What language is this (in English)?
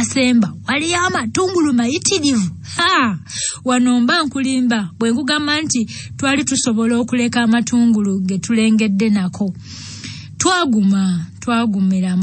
Ganda